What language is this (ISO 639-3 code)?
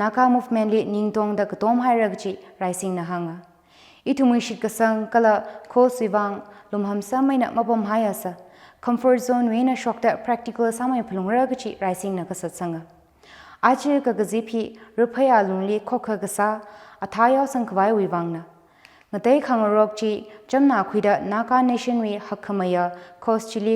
nmf